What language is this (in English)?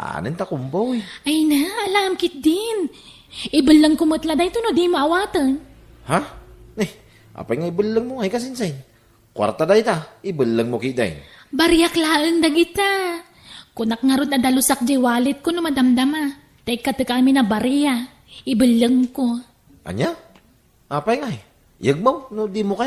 Iloko